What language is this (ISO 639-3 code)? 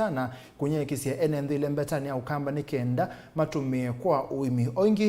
kam